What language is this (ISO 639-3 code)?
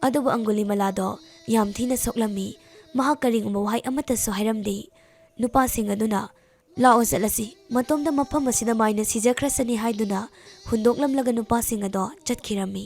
mni